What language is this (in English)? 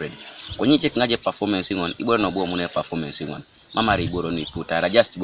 Teso